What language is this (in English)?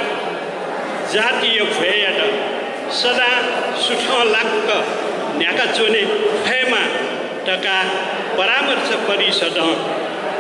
Newari